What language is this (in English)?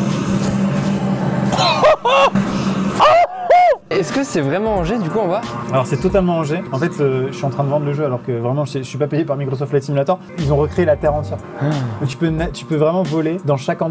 French